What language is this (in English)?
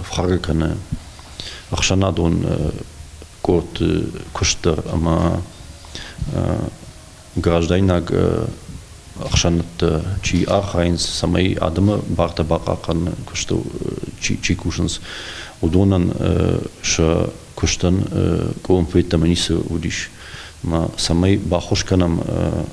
Ossetic